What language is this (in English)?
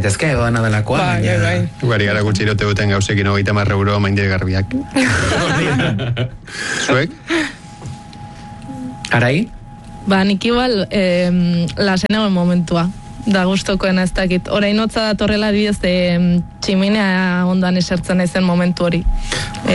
Basque